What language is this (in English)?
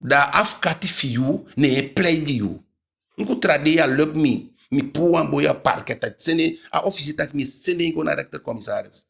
Eastern Maroon Creole